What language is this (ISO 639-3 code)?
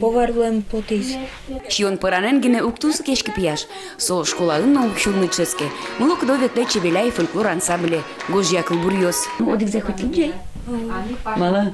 udm